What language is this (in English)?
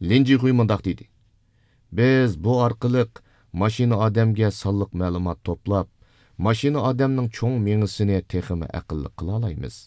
Uyghur